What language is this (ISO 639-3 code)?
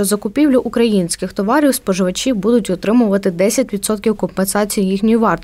ukr